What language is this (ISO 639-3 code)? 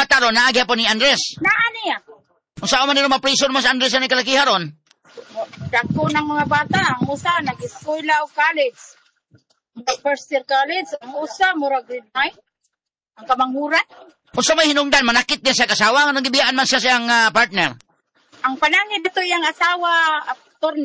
ceb